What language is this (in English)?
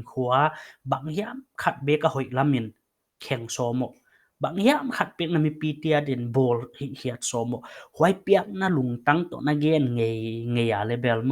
Paite Chin